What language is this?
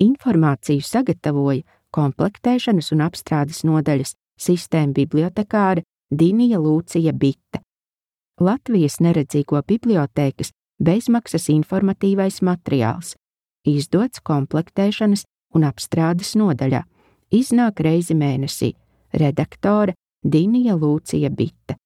Latvian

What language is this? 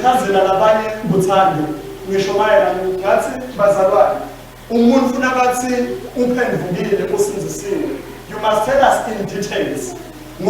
Swati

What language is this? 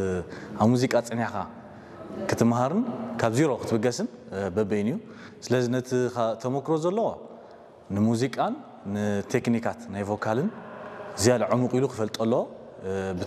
Tigrinya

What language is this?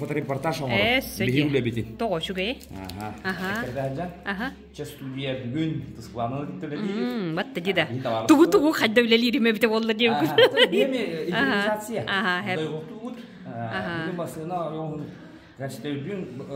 Yakut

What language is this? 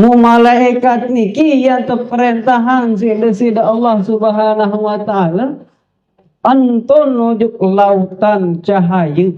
Sasak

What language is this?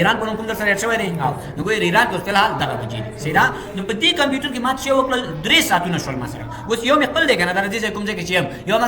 Pashto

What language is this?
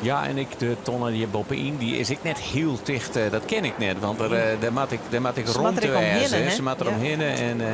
Western Frisian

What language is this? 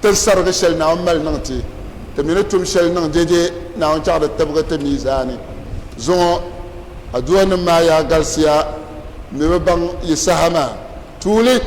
Dagbani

